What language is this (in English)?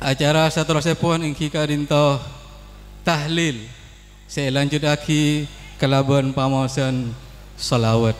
Madurese